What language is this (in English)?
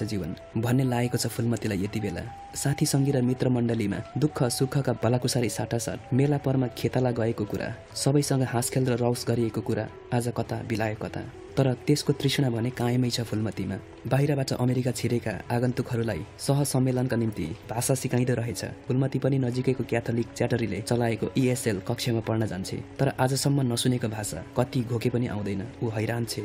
Nepali